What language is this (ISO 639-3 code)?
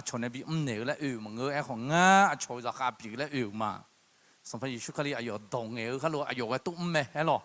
ahk